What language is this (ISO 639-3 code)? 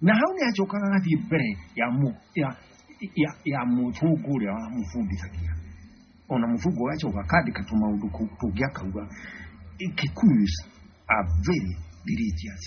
kik